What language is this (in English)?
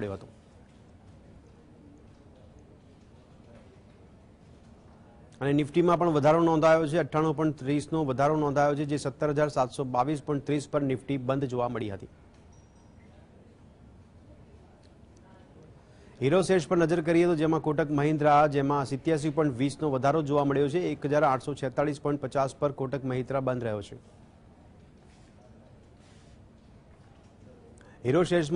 Gujarati